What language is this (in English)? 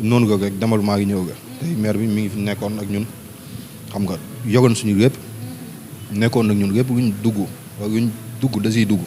Wolof